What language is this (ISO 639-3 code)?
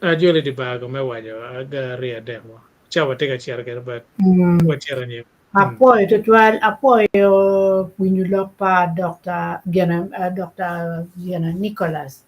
ach